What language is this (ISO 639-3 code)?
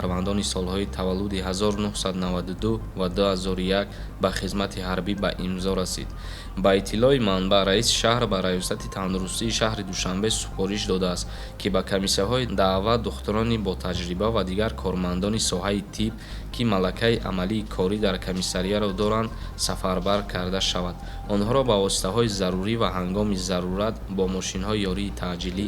tgk